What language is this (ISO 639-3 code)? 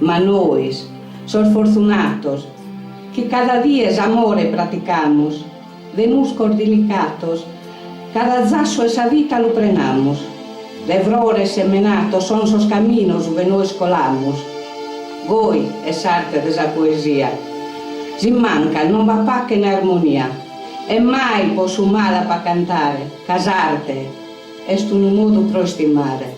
srd